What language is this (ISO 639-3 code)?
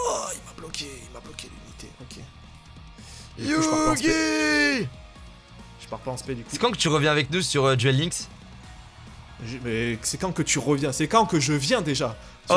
fra